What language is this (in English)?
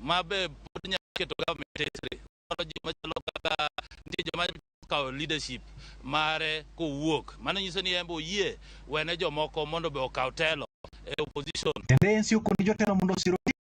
Luo (Kenya and Tanzania)